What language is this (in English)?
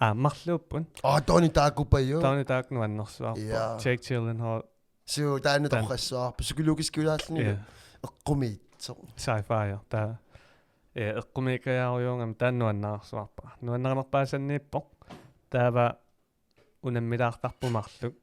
Kalaallisut